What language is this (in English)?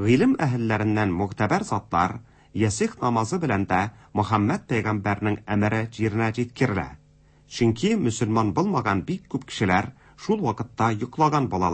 Tatar